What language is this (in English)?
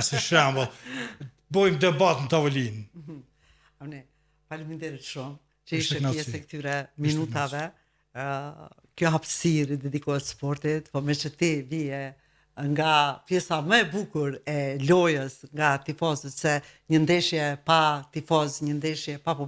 Albanian